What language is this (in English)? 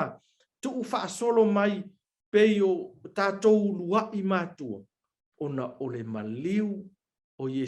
Samoan